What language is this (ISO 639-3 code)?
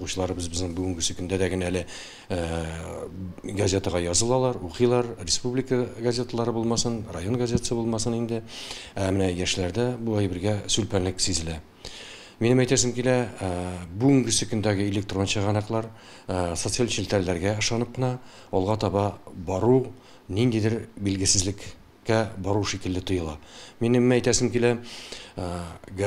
tat